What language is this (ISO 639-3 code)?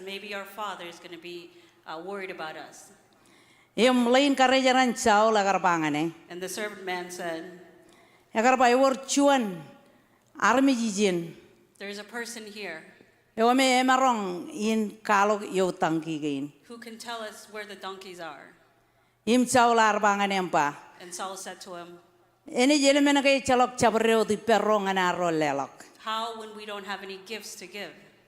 mah